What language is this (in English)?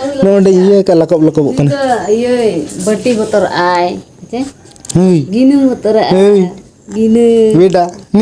Santali